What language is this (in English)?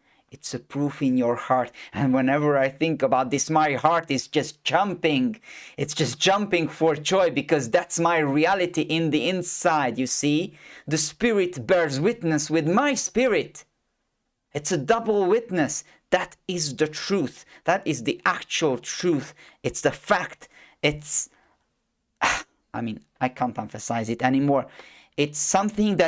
English